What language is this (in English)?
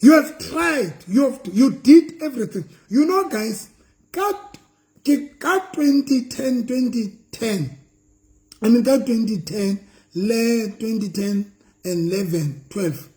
Southern Sotho